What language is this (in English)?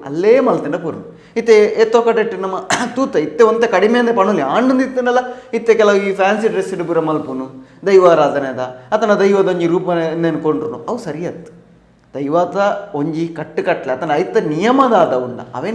Tulu